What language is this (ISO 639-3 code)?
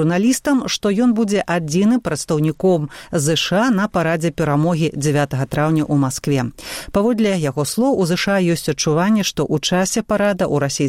bel